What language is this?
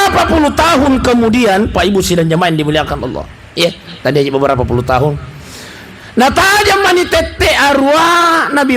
Buginese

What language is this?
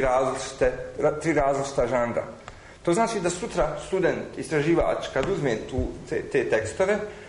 Croatian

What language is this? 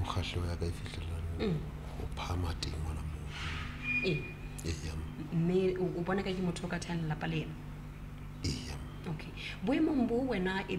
Southern Sotho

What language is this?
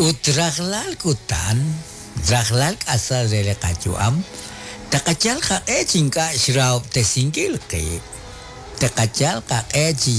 Kekchí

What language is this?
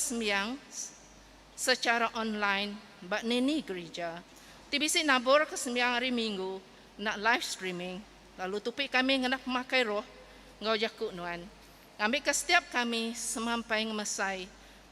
Iban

